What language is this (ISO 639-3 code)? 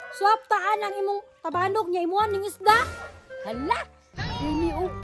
ceb